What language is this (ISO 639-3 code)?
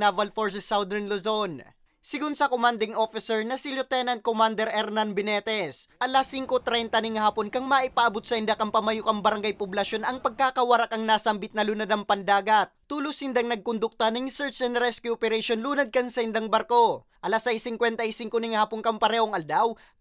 bik